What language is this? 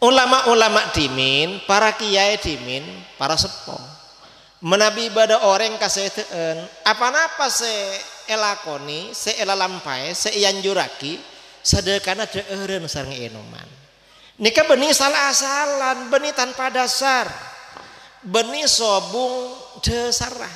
Madurese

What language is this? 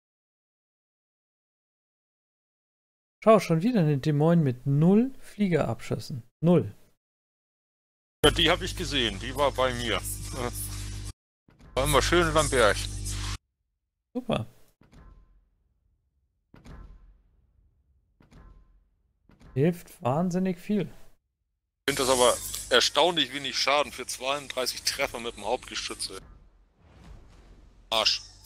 German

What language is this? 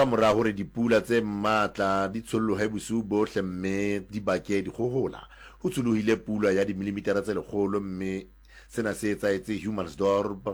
Southern Sotho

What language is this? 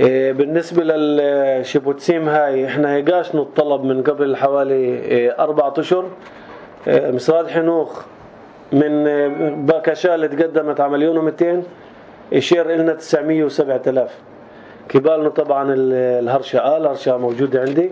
North Levantine Arabic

